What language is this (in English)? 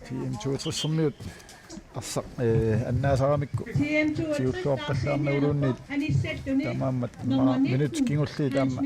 Kalaallisut